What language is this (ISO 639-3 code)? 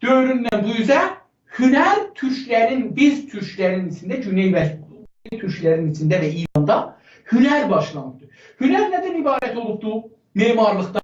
azb